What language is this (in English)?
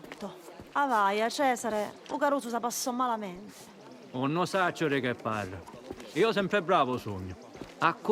Sicilian